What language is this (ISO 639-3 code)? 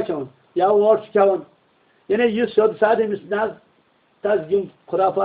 kas